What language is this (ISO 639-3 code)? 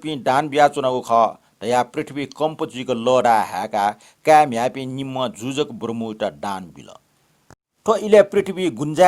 new